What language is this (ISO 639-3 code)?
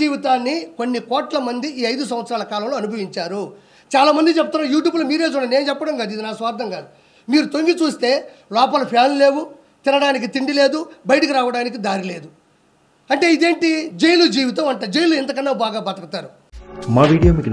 tel